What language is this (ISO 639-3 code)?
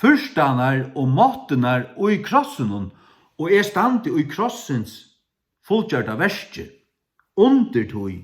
fao